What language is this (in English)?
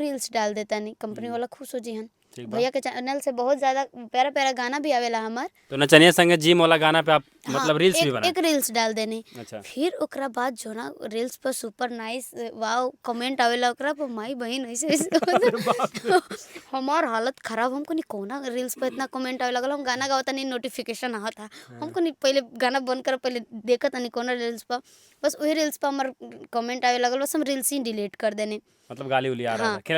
Bhojpuri